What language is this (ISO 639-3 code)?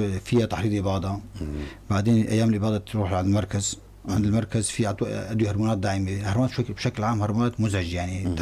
apc